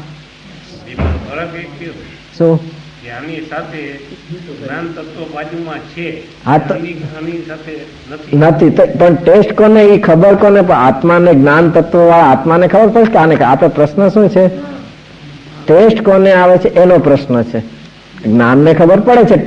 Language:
Gujarati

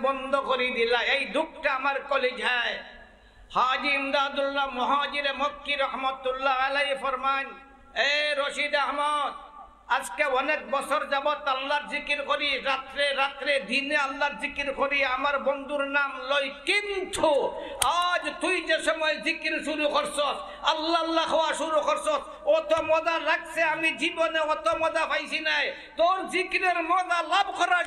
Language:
Sylheti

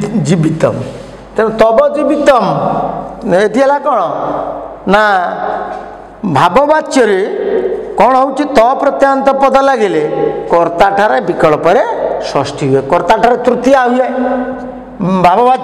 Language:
Odia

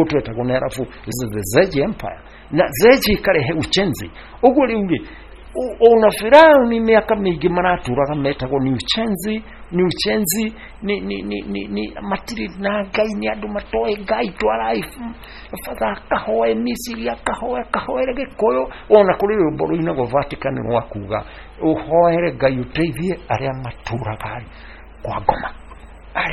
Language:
Kikuyu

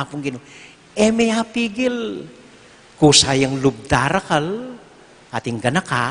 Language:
Pampanga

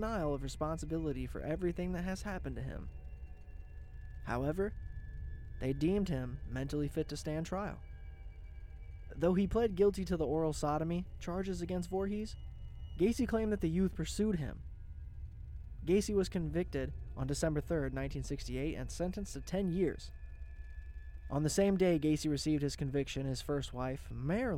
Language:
English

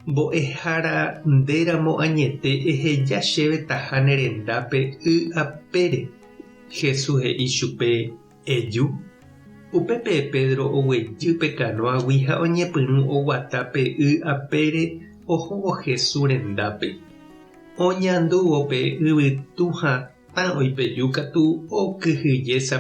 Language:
Guarani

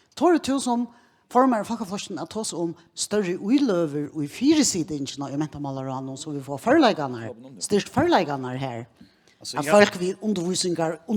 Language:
Faroese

